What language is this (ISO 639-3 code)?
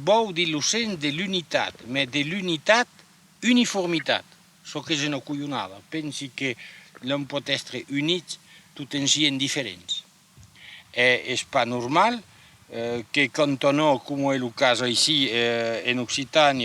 oci